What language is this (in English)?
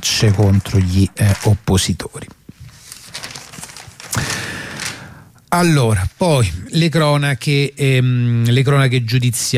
Italian